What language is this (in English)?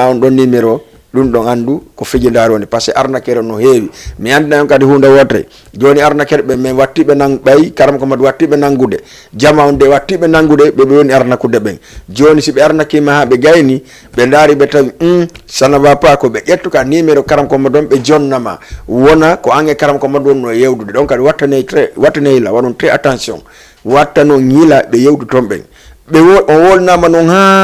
Fula